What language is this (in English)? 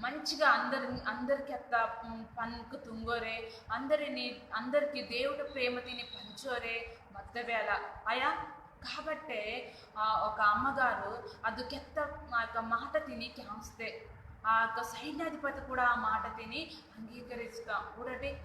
Koya